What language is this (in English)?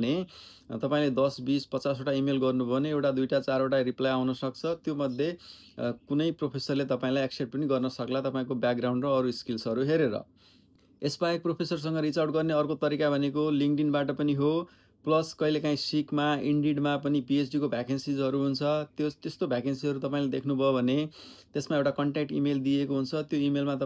Nepali